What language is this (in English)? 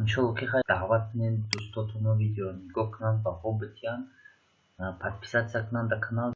Tajik